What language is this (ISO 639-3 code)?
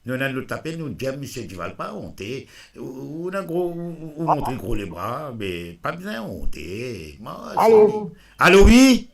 mfe